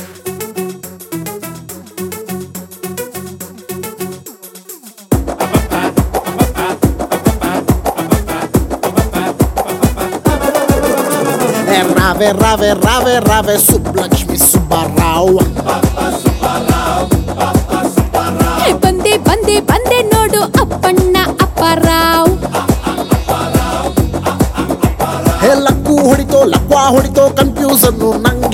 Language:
Kannada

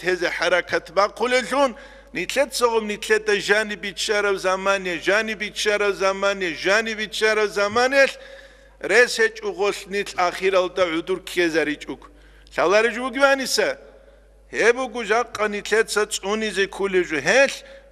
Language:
Avaric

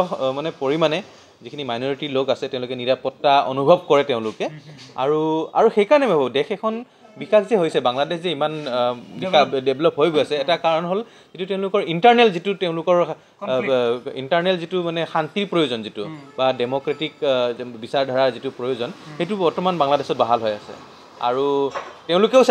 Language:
Assamese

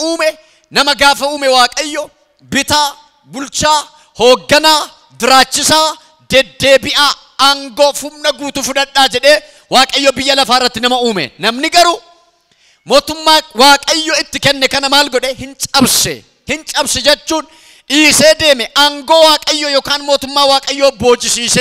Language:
Oromo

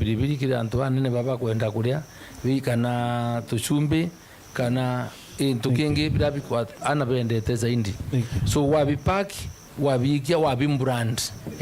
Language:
Meru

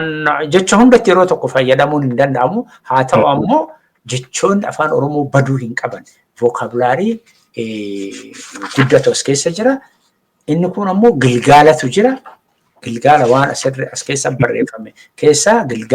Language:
Oromo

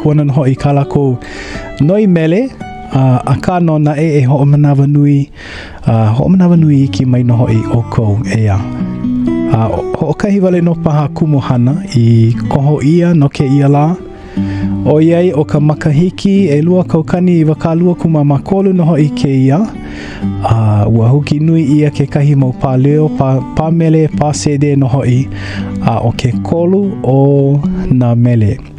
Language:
Hawaiian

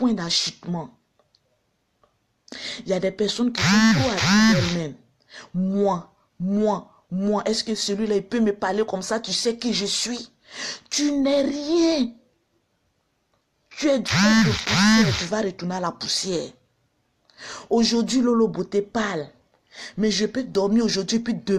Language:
French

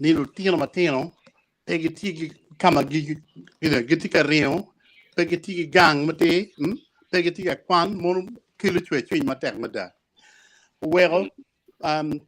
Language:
Acoli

